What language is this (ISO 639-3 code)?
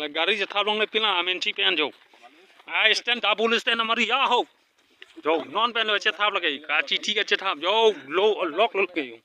mjw